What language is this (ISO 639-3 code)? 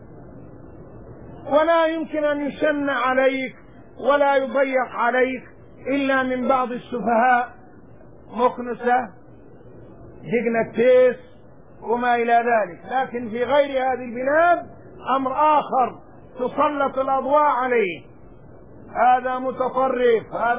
ara